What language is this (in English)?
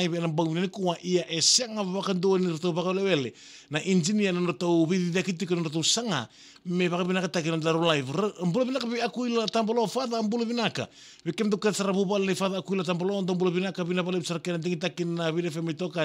Fijian